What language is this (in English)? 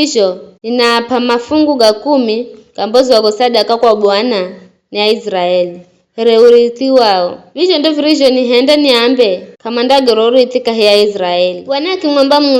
Giryama